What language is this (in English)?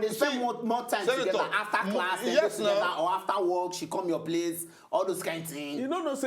Nigerian Pidgin